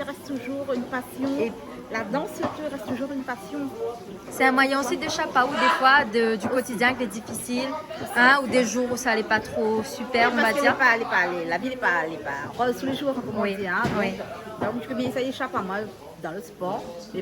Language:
Réunion Creole French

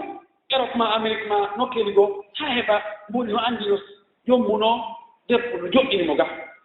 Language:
Fula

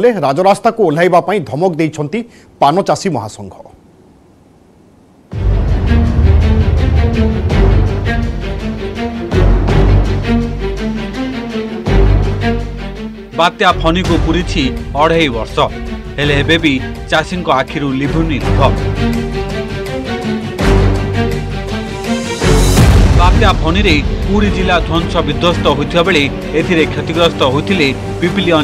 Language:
Odia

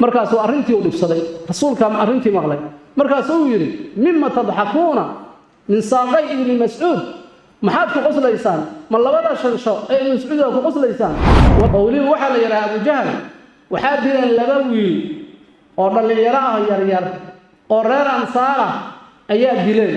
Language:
Somali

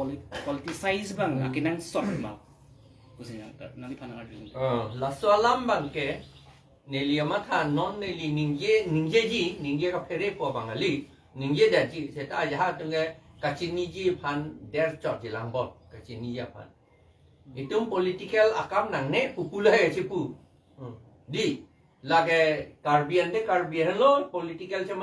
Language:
Karbi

